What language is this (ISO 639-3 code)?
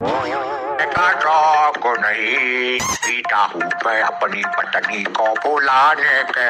awa